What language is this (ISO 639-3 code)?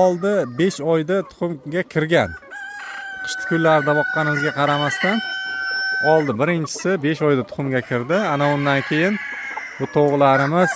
uzb